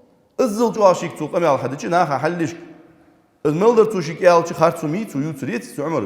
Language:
Ingush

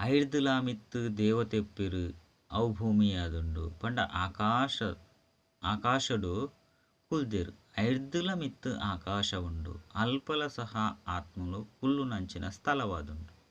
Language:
Tulu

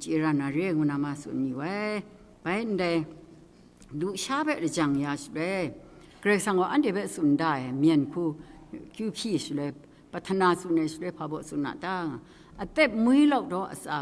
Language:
Kachin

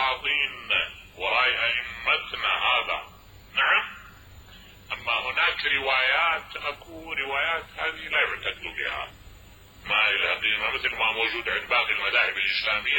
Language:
Mesopotamian Arabic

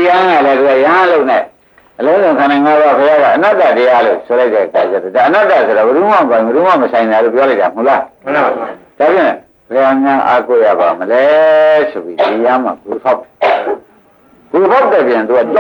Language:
Burmese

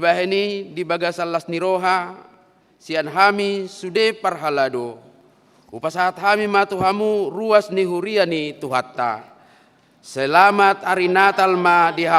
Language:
Batak Toba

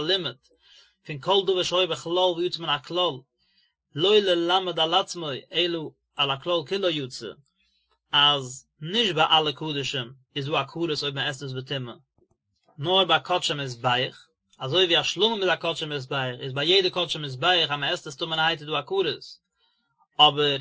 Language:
Yiddish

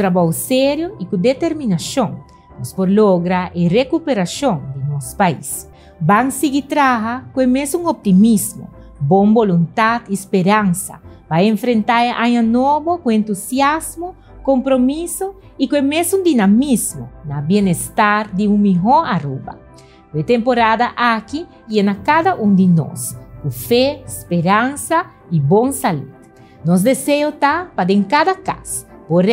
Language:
Papiamento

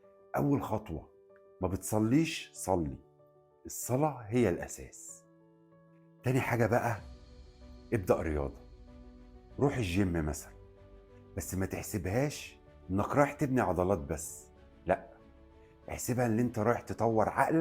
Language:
Egyptian Arabic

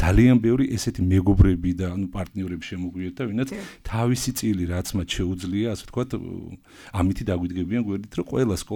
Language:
Georgian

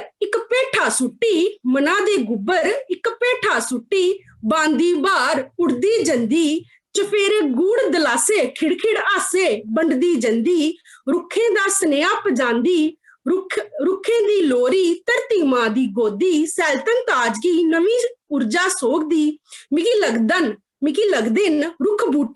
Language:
Dogri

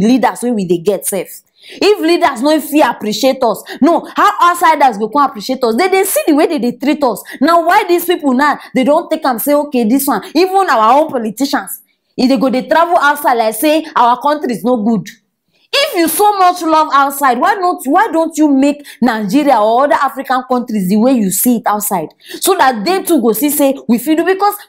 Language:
Nigerian Pidgin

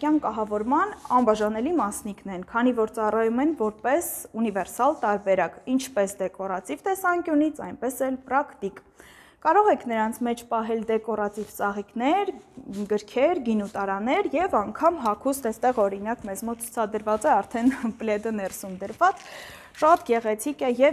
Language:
Armenian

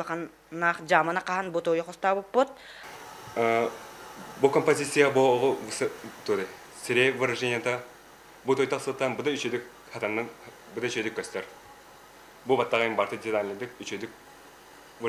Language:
Yakut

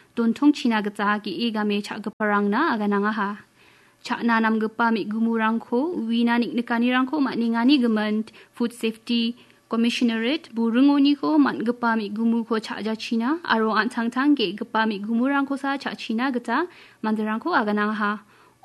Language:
Garo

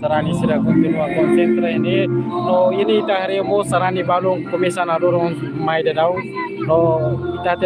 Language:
Tetum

